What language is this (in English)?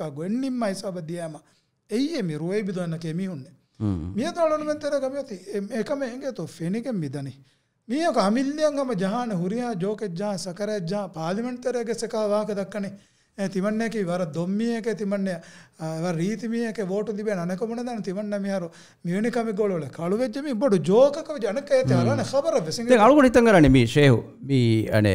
Divehi